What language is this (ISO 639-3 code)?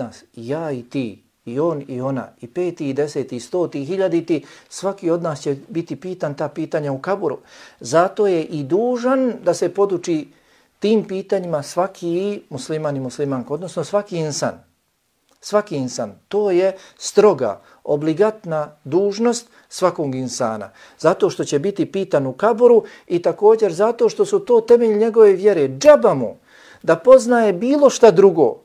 bos